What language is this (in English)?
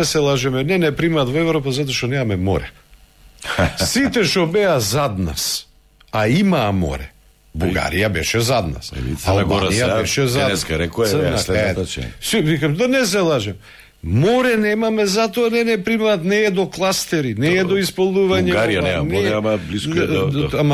Macedonian